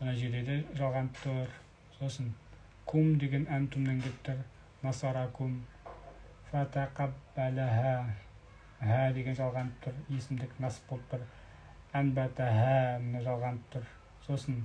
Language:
Kazakh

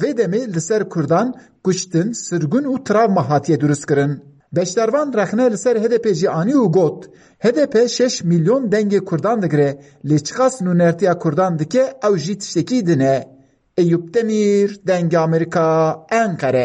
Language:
Kurdish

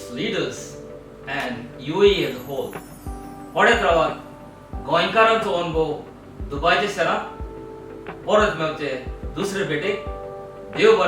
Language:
Konkani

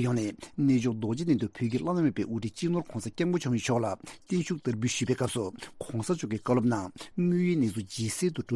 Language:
Tibetan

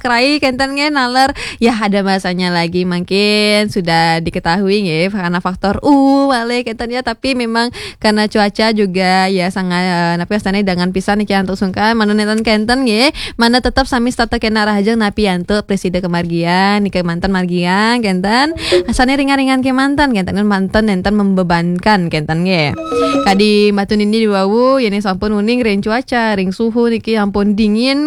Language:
Balinese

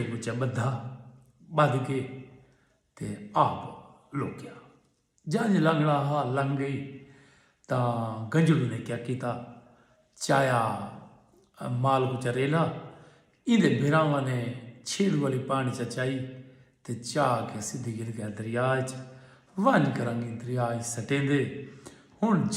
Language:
Saraiki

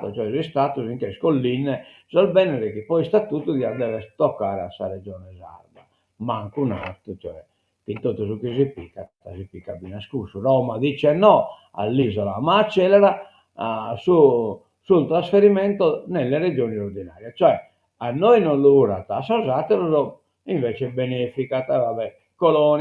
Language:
Sardinian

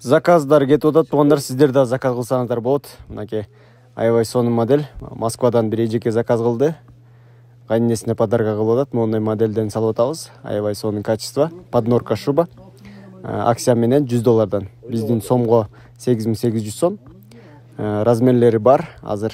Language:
Kyrgyz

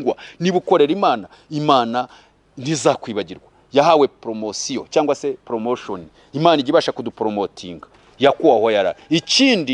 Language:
Kinyarwanda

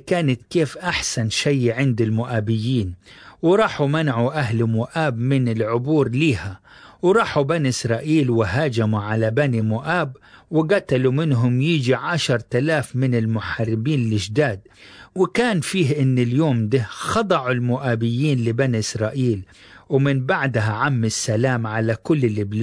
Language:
Egyptian Arabic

